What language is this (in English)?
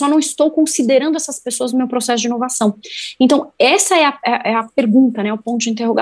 Portuguese